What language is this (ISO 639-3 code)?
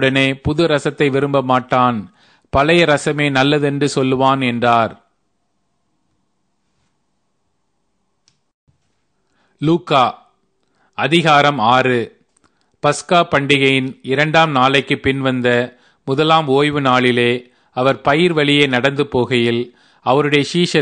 tam